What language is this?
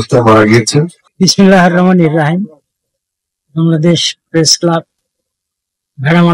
Bangla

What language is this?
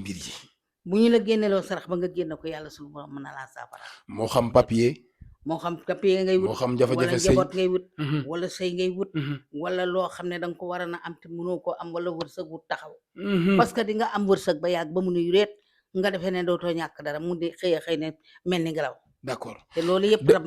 Wolof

